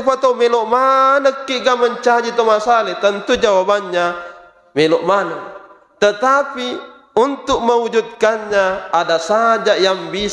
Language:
Buginese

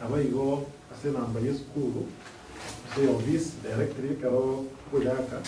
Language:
Gusii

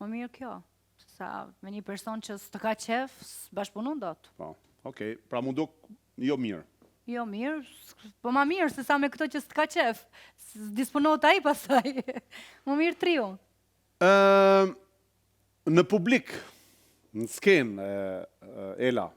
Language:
Albanian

